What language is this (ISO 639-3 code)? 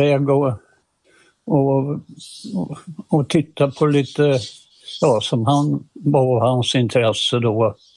swe